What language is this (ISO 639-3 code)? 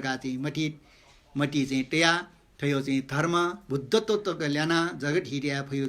new